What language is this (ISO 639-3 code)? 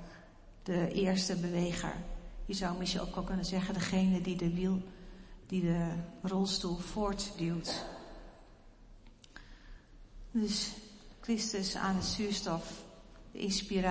nld